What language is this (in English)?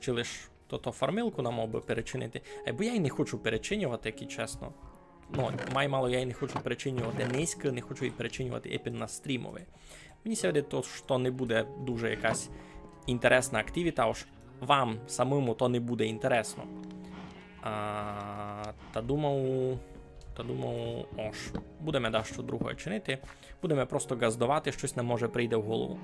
Rusyn